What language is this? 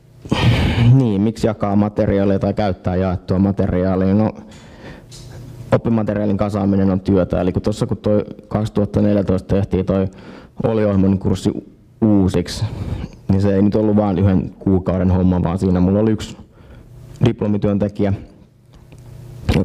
Finnish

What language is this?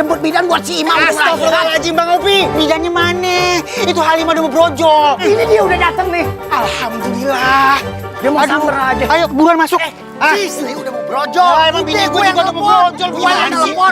Betawi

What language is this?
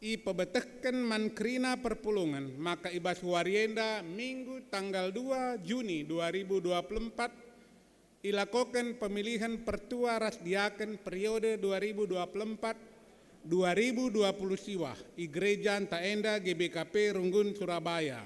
Batak Karo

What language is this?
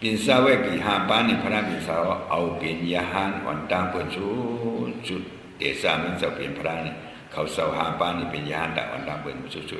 Shan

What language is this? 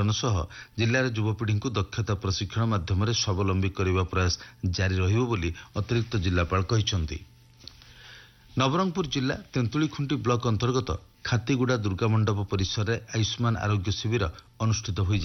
Odia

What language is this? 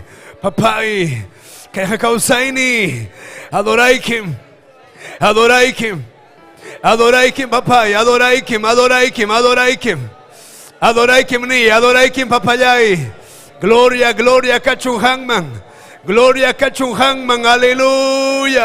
Ayacucho Quechua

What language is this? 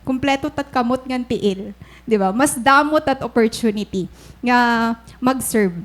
Waray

